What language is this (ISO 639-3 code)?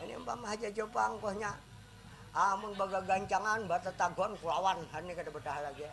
bjn